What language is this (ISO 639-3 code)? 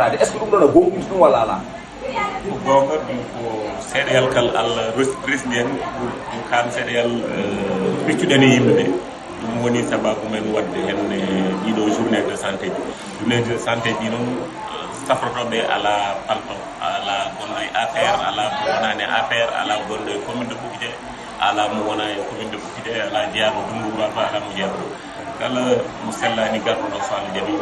ful